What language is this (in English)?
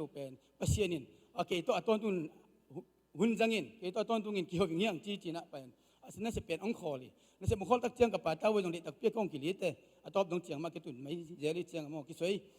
Tedim Chin